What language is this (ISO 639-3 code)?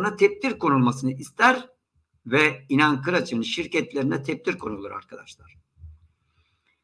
tur